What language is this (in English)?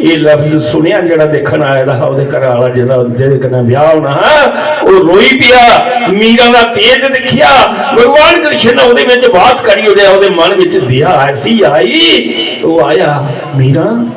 Dogri